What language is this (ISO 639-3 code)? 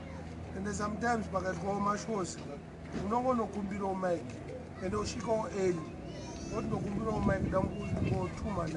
sna